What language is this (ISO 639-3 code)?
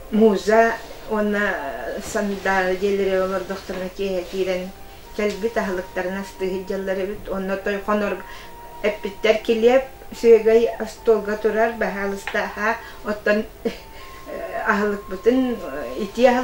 sah